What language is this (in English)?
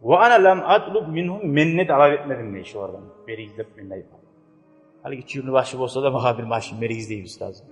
Kumyk